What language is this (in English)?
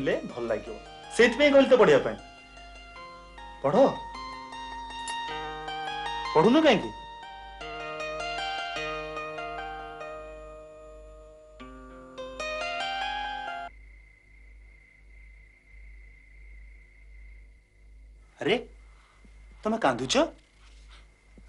Odia